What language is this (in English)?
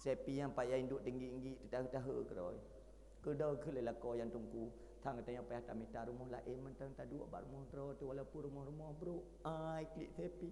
Achinese